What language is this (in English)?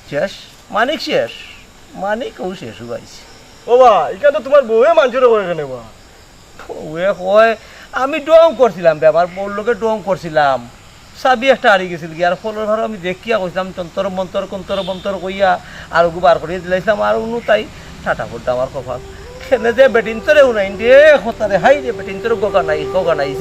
Sylheti